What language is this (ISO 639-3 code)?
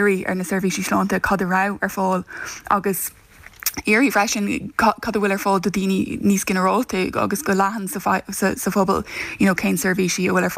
gle